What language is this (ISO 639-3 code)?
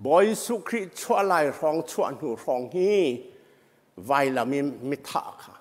cnh